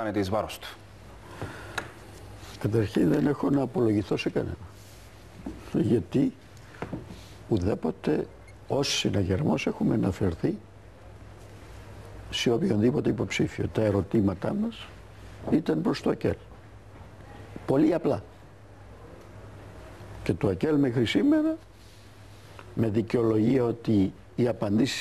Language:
Greek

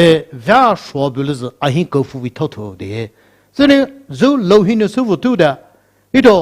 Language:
Poumei Naga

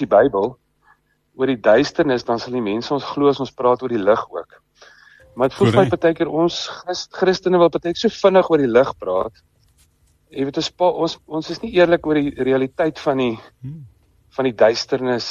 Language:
Afrikaans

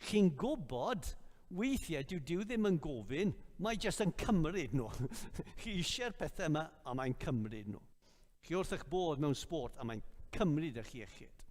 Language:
Welsh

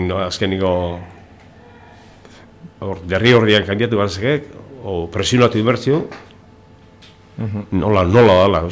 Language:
Basque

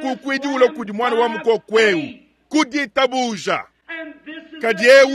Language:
Luba-Lulua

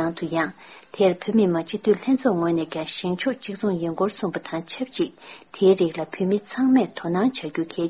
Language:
Tibetan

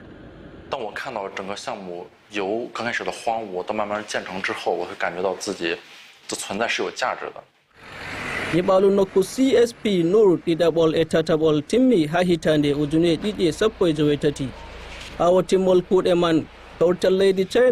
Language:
Nigerian Fulfulde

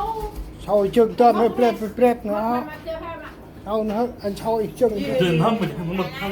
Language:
Central Mnong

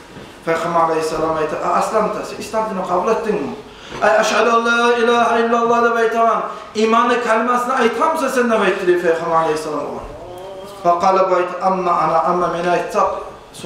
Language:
Kumyk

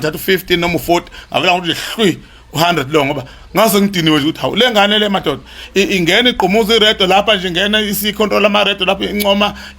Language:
Zulu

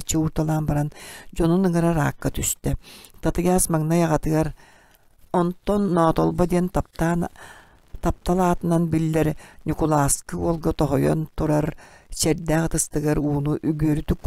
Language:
Yakut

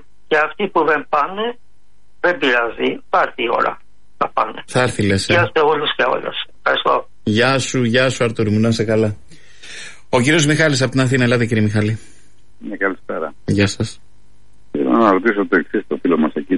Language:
Greek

